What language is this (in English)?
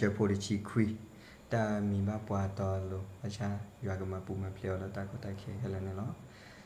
S'gaw Karen